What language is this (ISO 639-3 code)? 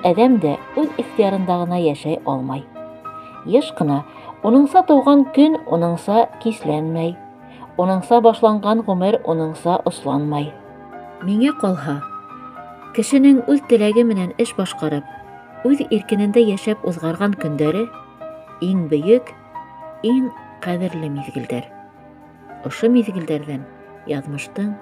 bak